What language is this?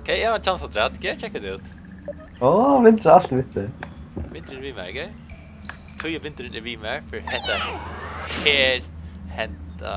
Faroese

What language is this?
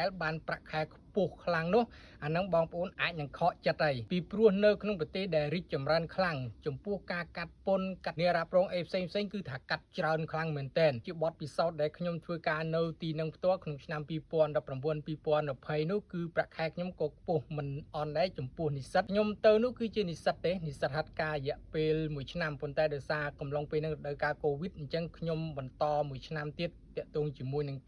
Khmer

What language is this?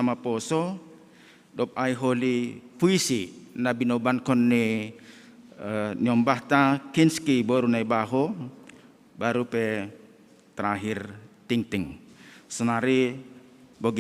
Batak Simalungun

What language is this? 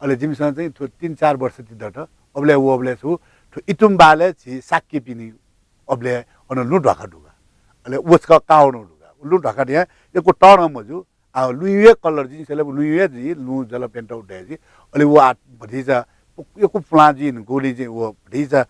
Newari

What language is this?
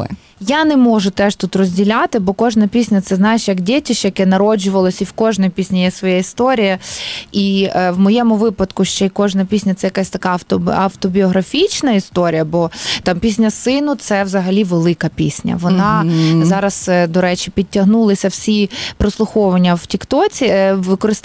Ukrainian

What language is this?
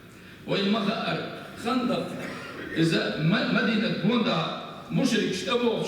Chechen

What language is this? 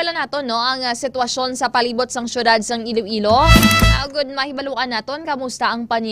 Hiligaynon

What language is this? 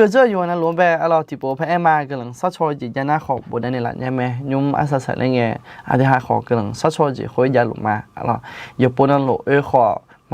Akha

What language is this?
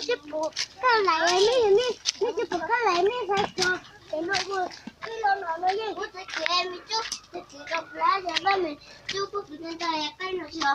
Hmong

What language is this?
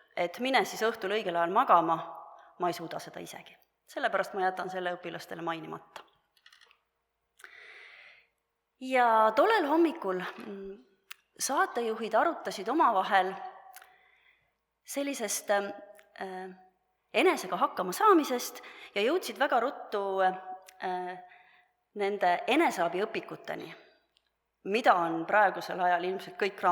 Estonian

